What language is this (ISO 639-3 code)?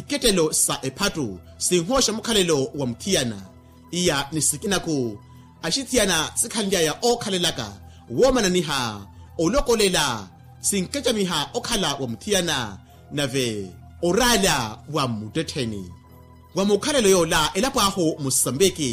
vmw